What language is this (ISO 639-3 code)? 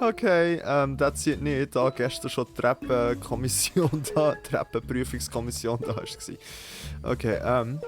gsw